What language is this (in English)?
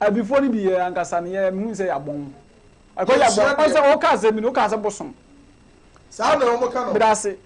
Akan